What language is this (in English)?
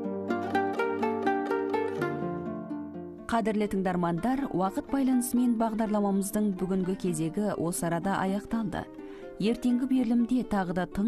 Kazakh